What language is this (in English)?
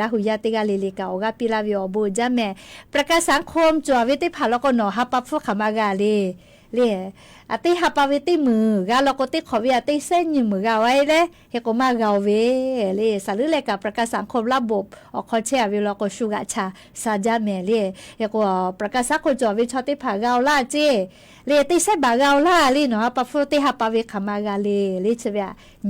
Lahu